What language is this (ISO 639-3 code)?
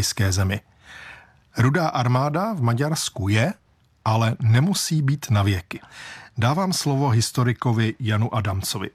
ces